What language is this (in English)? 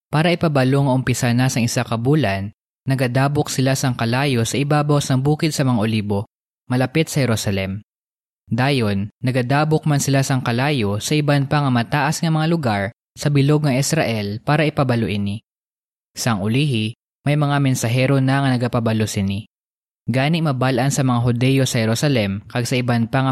Hiligaynon